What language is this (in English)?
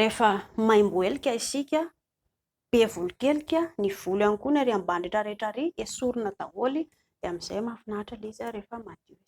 Malagasy